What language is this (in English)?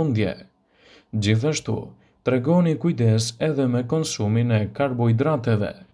Albanian